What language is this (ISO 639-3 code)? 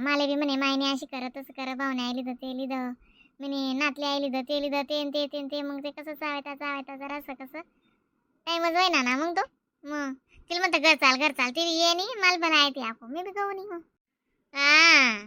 khn